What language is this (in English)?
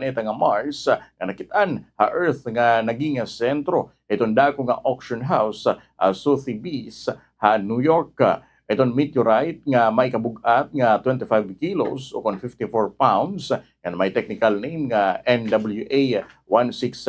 Waray